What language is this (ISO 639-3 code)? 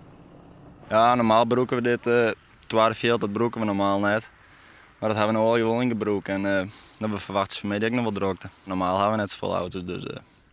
fry